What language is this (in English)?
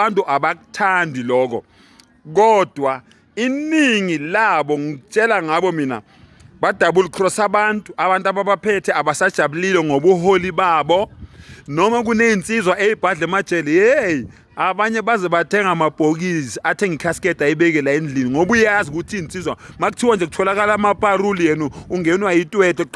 Zulu